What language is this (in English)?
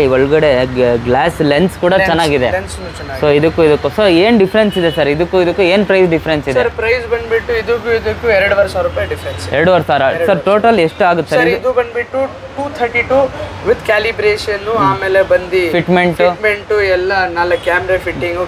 Kannada